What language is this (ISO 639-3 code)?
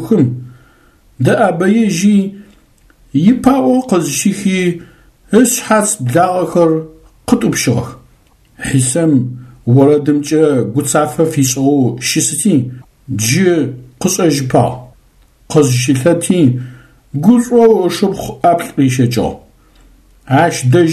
ady